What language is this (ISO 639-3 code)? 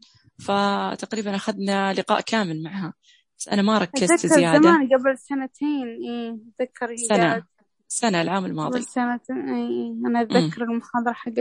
ars